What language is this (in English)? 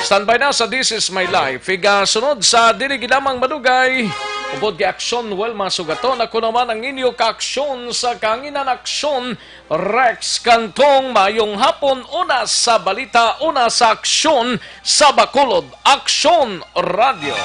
Hiligaynon